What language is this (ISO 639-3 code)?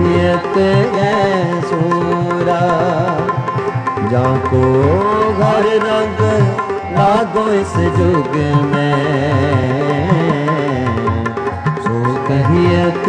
hin